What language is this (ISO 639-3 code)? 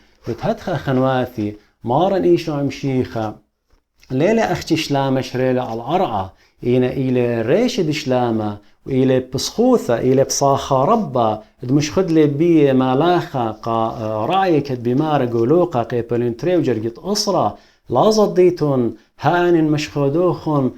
aii